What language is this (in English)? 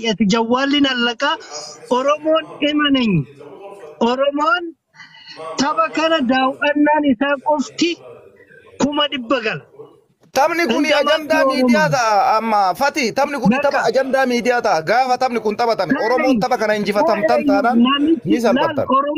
Oromo